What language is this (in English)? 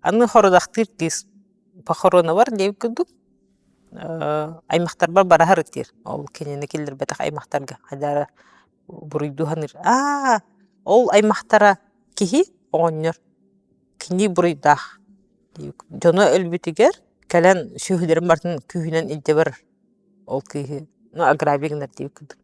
Yakut